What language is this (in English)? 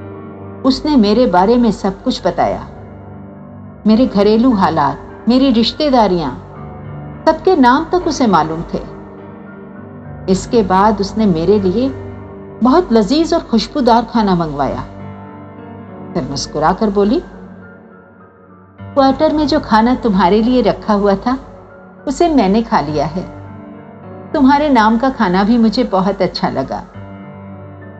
Hindi